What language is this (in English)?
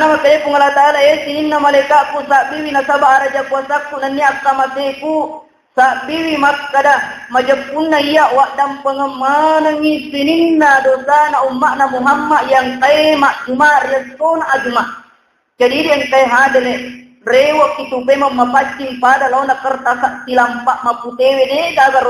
Buginese